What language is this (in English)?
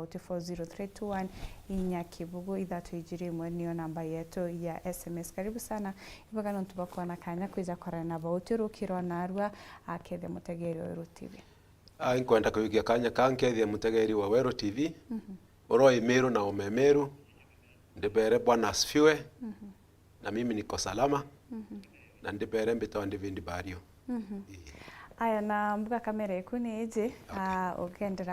Meru